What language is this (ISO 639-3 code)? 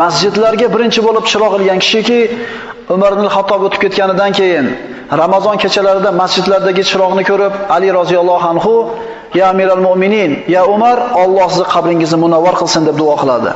uzb